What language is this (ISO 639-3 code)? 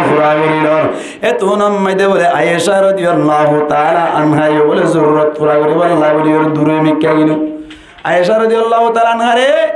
rhg